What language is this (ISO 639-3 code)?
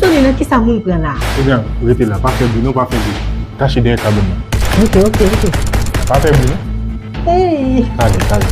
hat